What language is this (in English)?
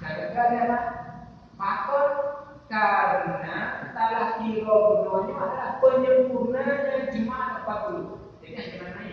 Achinese